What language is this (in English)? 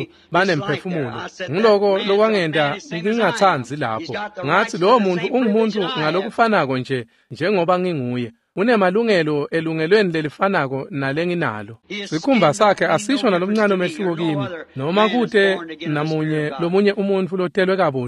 Swati